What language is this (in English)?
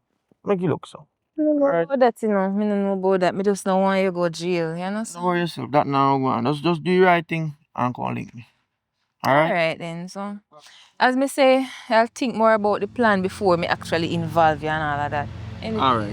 Jamaican Creole English